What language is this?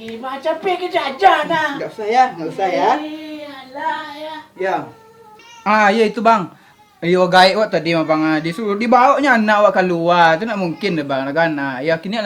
Minangkabau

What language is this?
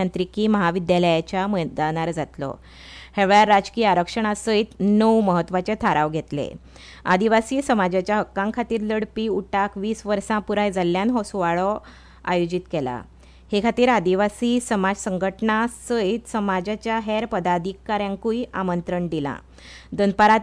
Konkani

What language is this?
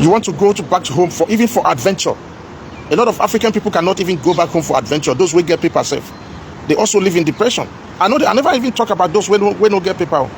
Nigerian Pidgin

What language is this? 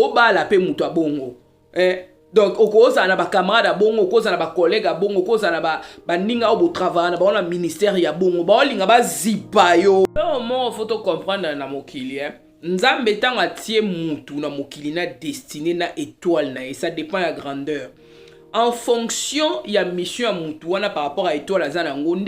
Lingala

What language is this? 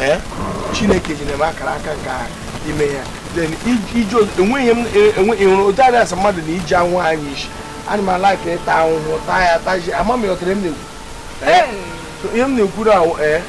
Igbo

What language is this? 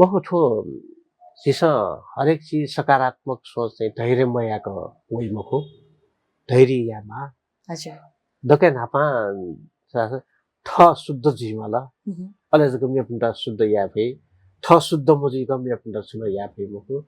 Newari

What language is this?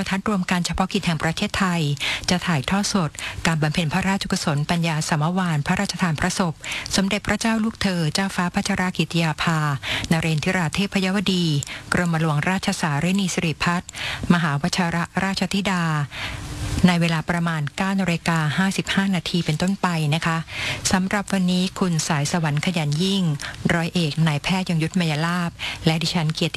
Thai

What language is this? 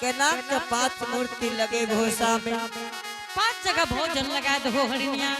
Angika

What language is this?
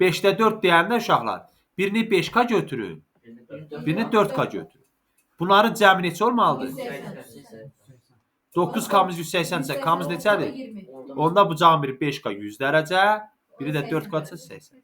Azerbaijani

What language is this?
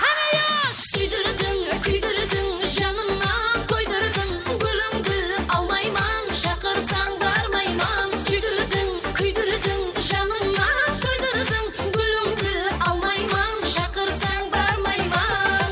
Kara-Kalpak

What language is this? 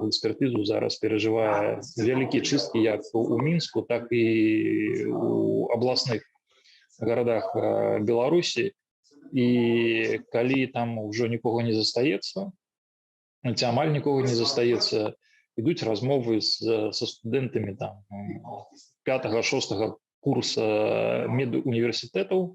Belarusian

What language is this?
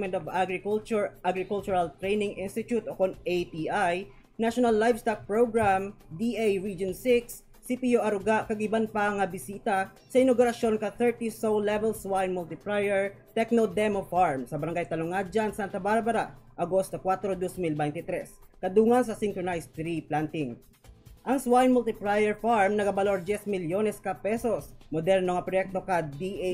Hiligaynon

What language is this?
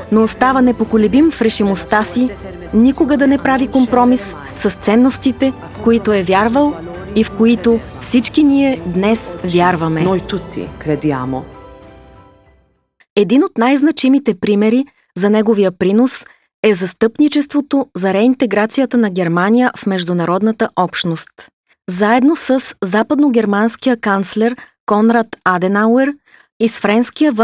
Bulgarian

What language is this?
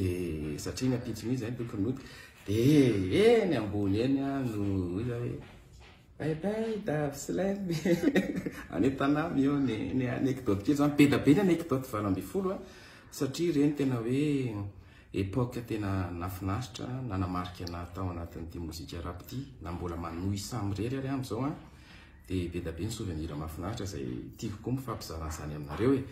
Malagasy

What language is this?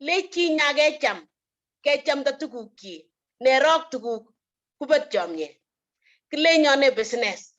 Kalenjin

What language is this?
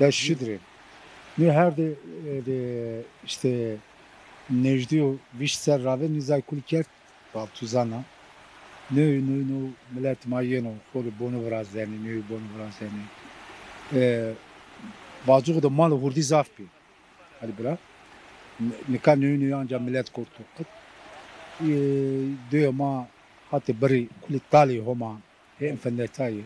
Zaza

